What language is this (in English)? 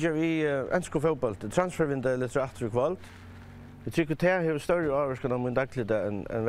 Faroese